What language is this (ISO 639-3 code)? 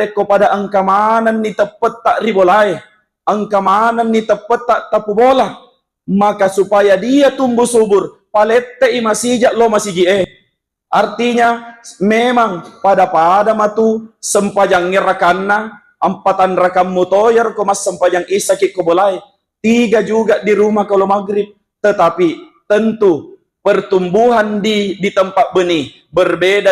bug